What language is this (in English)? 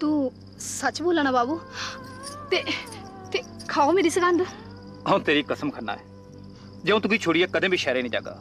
Dogri